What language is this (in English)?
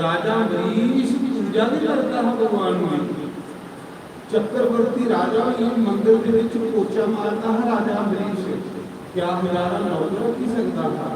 Dogri